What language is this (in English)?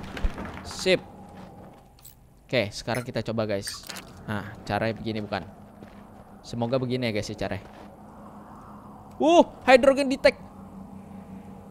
Indonesian